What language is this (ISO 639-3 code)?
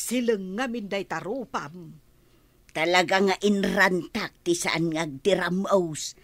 ilo